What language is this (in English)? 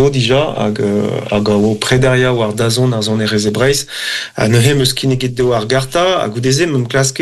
Breton